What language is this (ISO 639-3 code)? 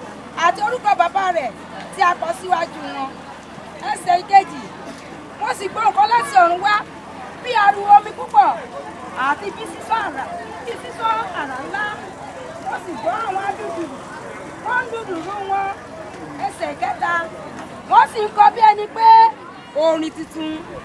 yor